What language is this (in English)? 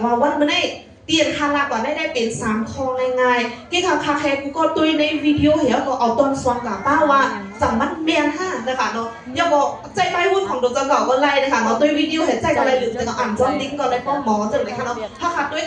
Shan